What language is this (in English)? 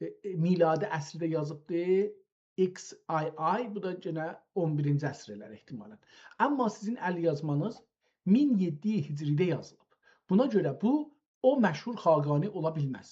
South Azerbaijani